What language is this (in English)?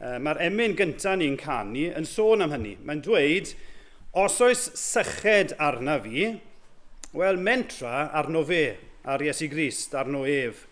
Welsh